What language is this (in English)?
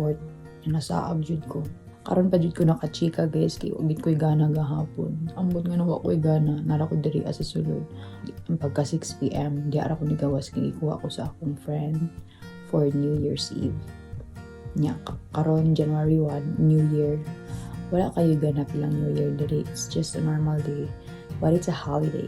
Cebuano